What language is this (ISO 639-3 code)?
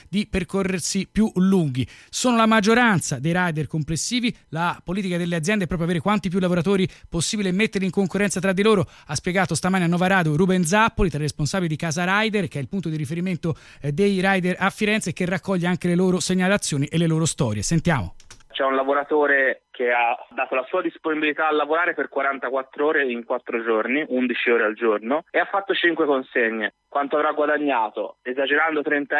ita